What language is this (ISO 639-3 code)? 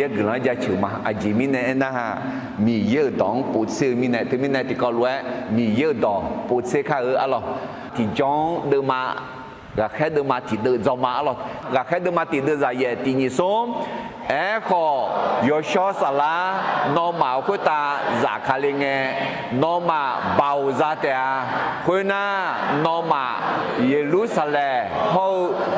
ahk